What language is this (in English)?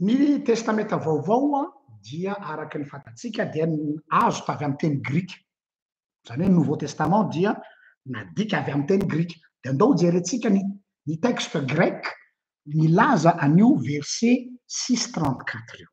Malagasy